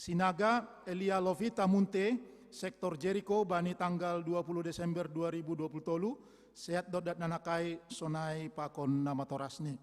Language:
Batak Simalungun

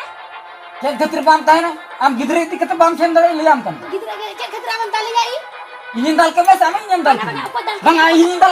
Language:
Santali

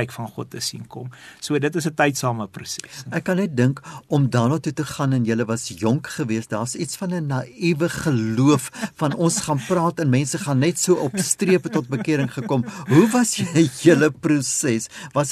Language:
Afrikaans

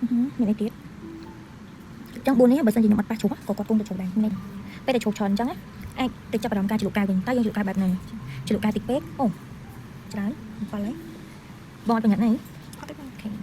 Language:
Khmer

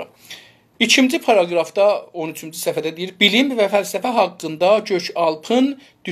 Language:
South Azerbaijani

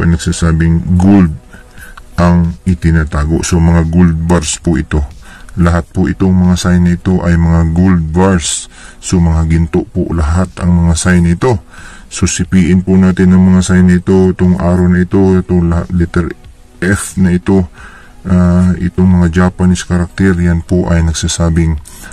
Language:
Filipino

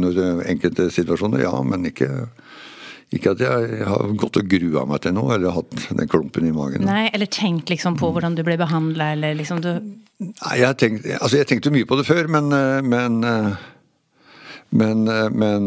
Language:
Norwegian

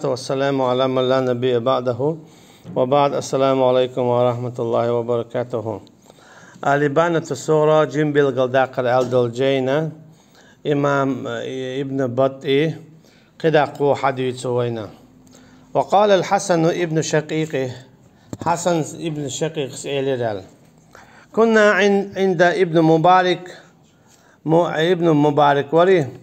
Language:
Chechen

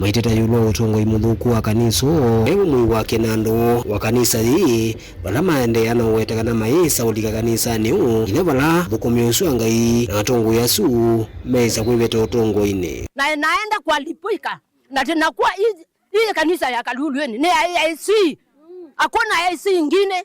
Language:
Kamba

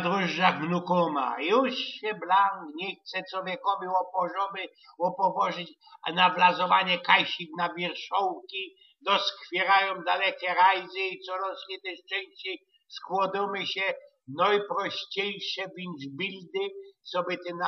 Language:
Silesian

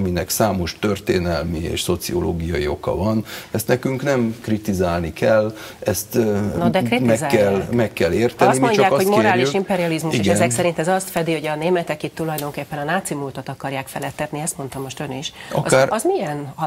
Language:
Hungarian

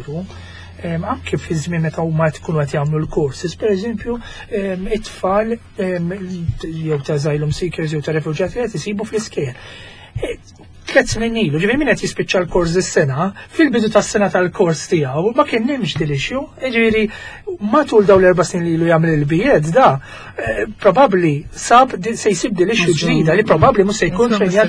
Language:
Maltese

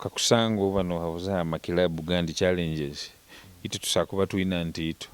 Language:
Nyoro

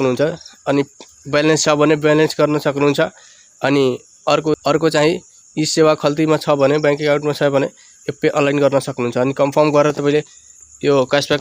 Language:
Nepali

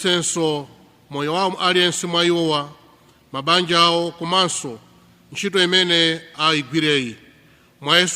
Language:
Nyanja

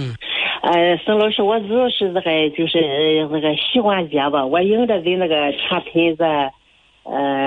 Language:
Chinese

